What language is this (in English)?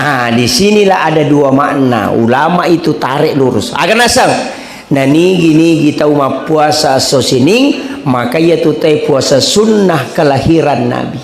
Buginese